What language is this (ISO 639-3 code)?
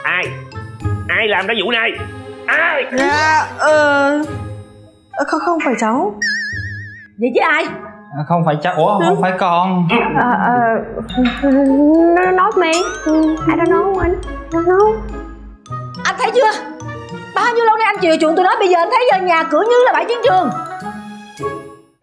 vie